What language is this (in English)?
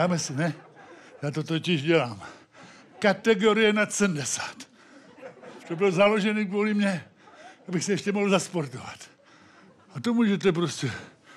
Czech